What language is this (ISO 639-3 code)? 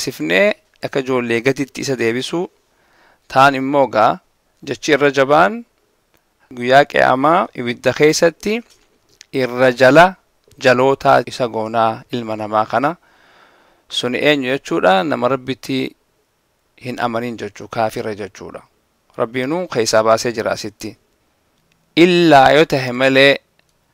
orm